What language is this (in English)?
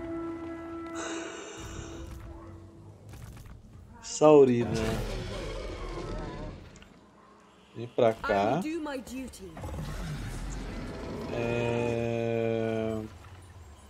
Portuguese